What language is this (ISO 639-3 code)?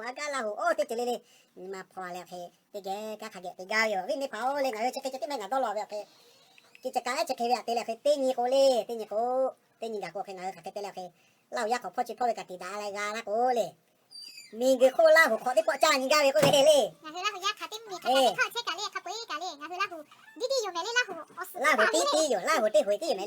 lhu